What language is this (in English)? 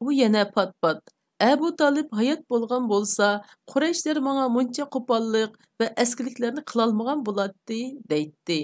Uyghur